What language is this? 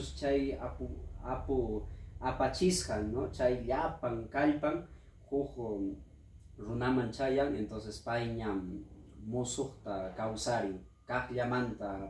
Ayacucho Quechua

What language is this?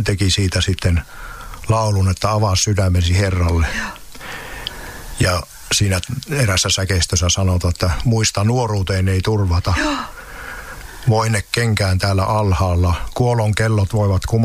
Finnish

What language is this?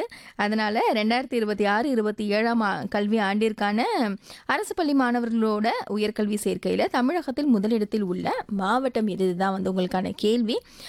Tamil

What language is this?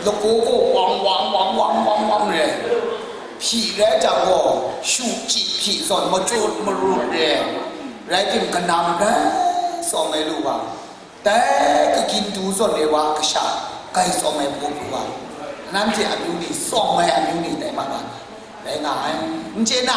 Kachin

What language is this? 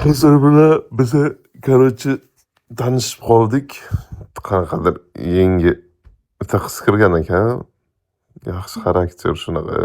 Uzbek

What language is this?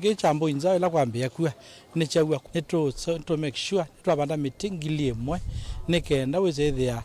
Kamba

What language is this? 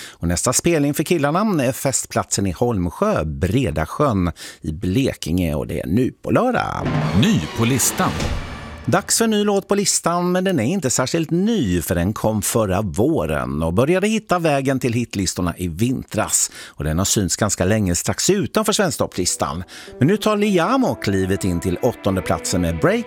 Swedish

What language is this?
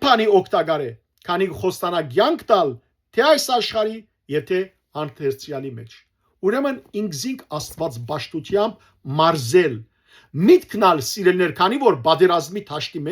Western Armenian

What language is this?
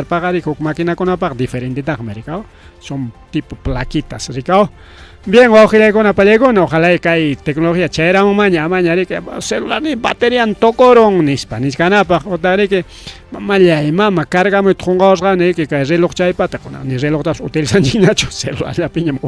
Ayacucho Quechua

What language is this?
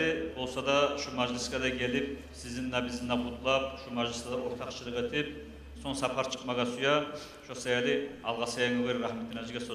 Kumyk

